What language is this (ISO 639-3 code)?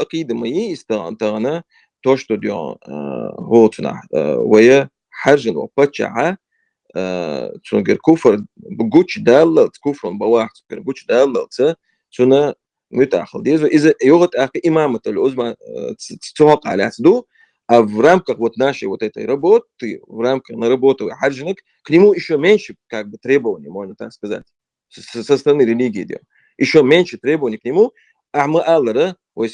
che